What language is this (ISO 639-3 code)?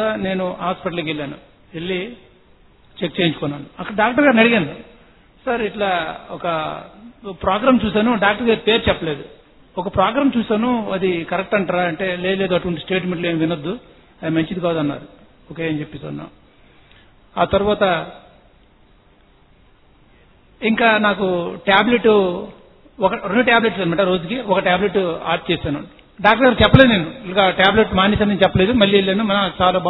tel